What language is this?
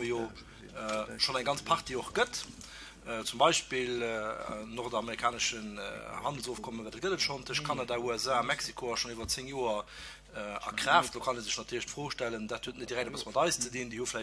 Luxembourgish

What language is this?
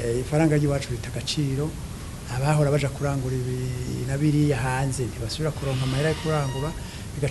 Rundi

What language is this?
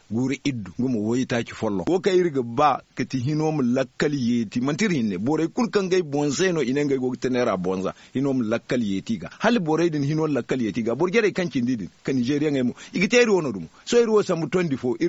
Zarma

